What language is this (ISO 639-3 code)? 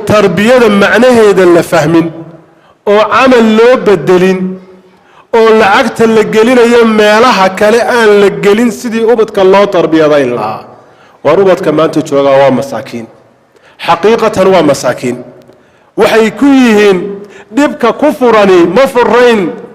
som